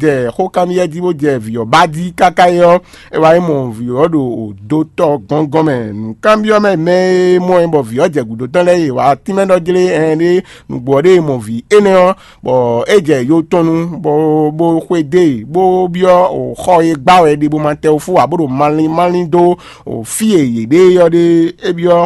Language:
Fon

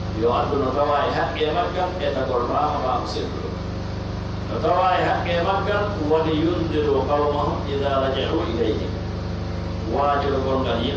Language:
Pular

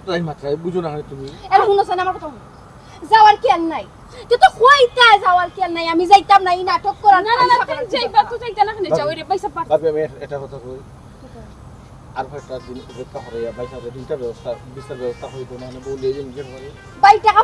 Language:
Sylheti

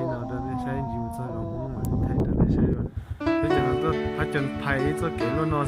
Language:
Hmong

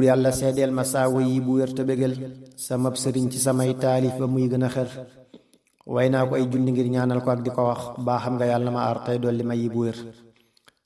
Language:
Wolof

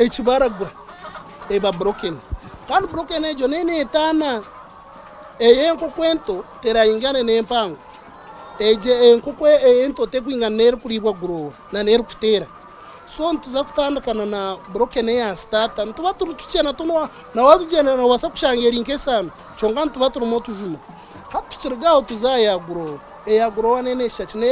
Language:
Nyankole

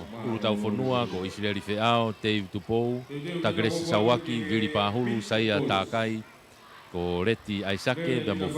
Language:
Tongan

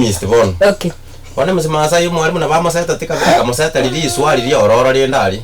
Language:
Gusii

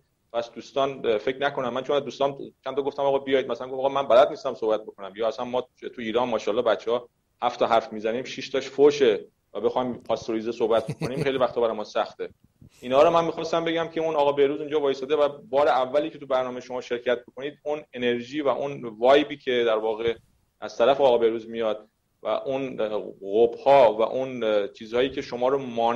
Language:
Persian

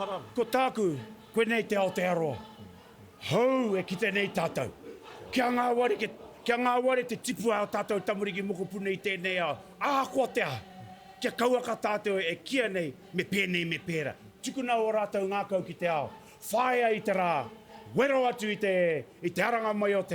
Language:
Māori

